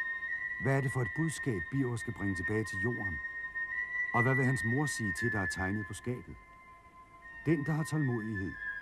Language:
Danish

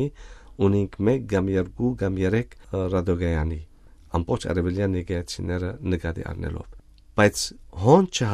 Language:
Western Armenian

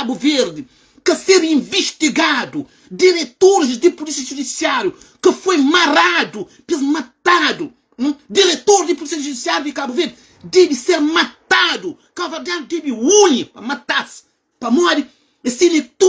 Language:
Kabuverdianu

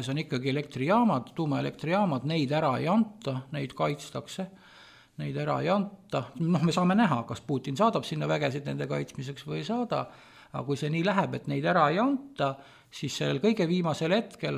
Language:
Estonian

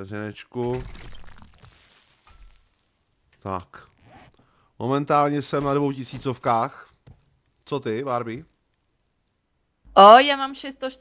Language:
Czech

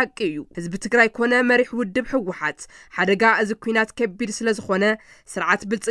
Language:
Tigrinya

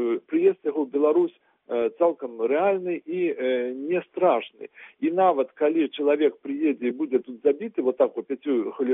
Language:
Belarusian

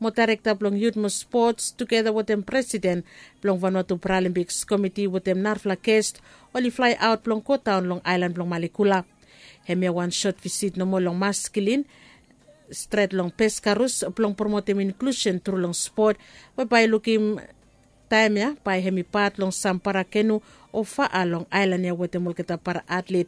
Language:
Bislama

